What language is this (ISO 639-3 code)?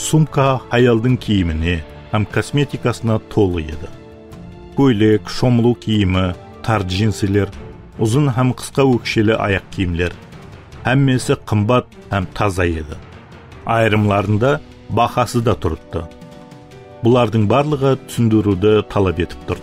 kaa